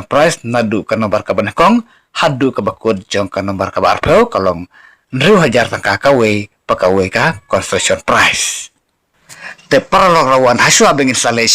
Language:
Khasi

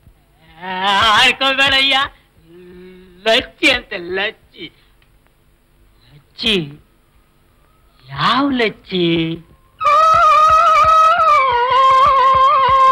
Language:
Kannada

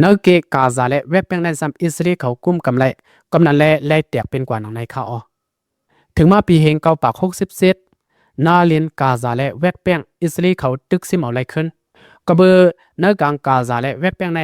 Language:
Lao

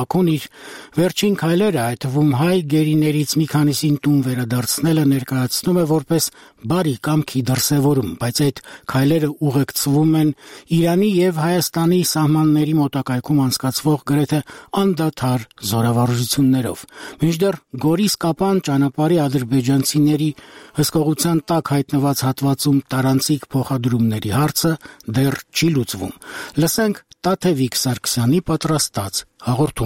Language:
Armenian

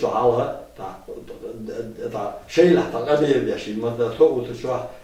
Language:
Chechen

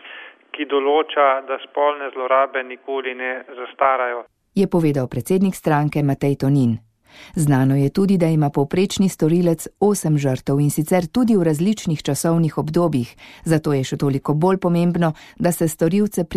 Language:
Slovenian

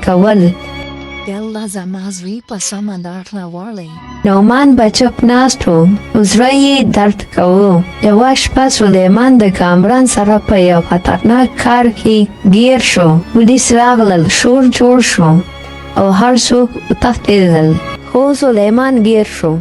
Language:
Pashto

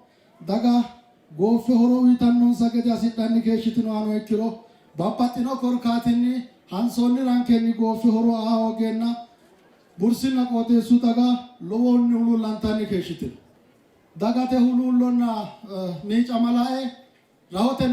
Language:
Sidamo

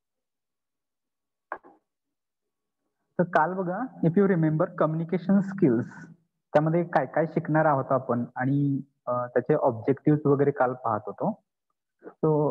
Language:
Marathi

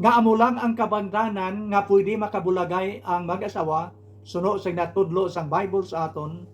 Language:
Hiligaynon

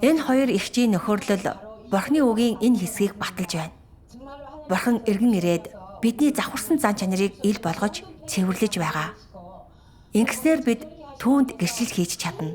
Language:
Mongolian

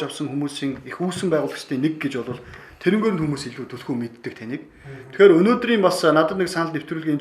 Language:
Mongolian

